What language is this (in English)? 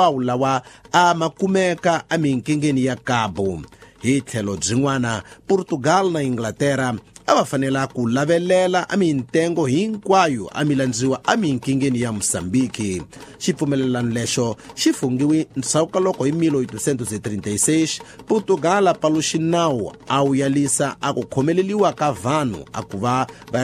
Tsonga